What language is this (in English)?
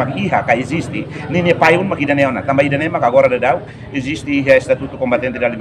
Tetum